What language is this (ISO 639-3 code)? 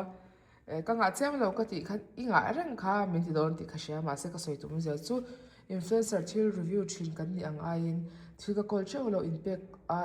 lus